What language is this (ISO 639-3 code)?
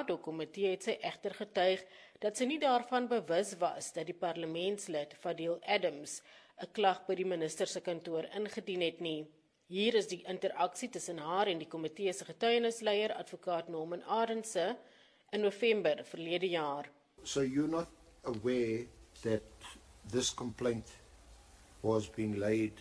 afr